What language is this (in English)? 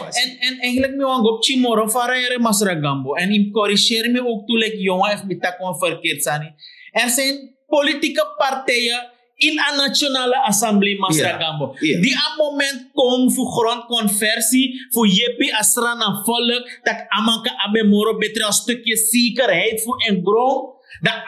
Sranan Tongo